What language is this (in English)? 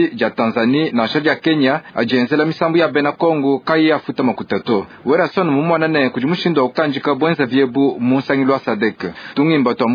Luba-Lulua